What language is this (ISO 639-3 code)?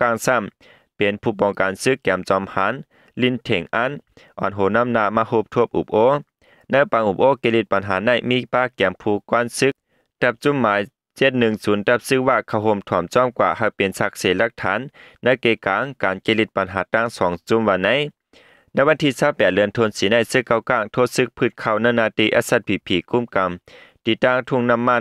shn